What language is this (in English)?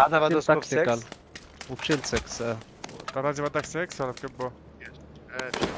North Levantine Arabic